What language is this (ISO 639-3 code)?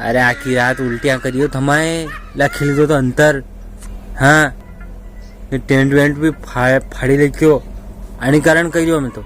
raj